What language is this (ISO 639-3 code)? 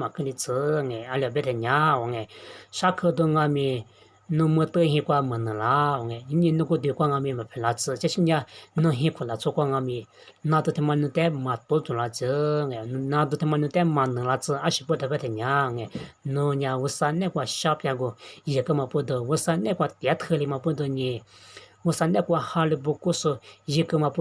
lis